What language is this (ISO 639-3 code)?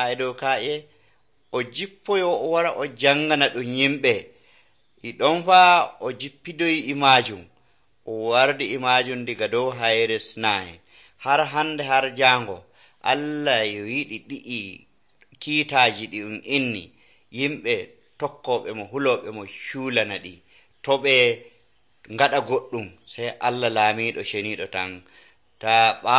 fuv